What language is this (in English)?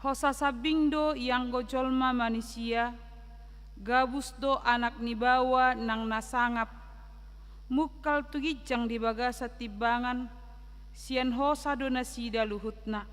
Batak Toba